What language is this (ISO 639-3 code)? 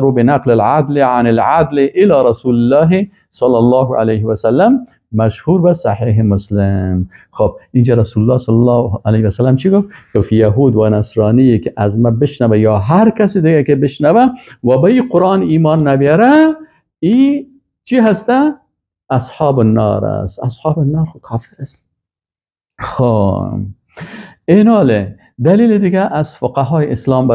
fas